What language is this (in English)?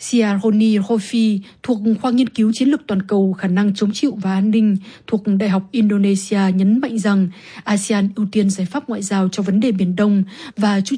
Vietnamese